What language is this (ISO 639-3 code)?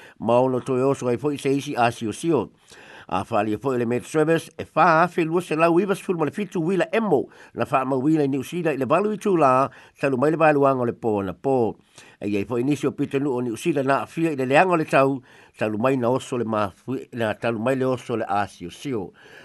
smo